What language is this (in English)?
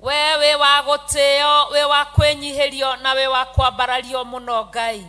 Kikuyu